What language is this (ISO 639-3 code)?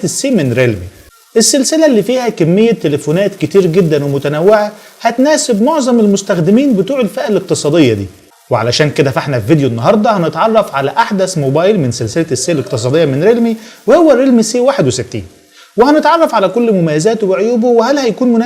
arz